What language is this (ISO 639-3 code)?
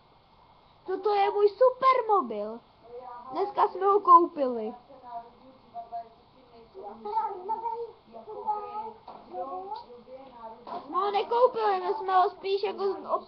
ces